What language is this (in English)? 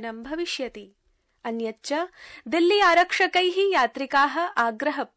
Sanskrit